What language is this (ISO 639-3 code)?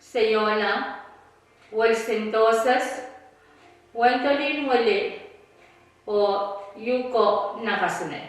pon